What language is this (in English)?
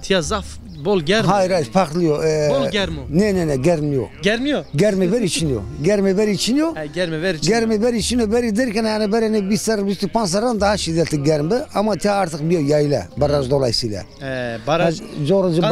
Zaza